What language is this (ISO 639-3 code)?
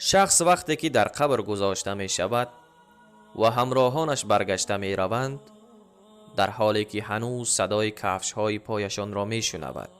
tgk